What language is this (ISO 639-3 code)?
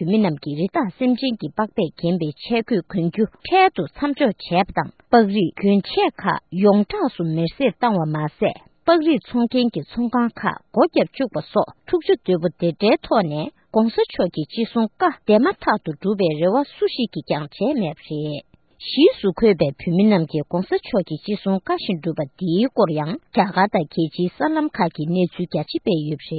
bod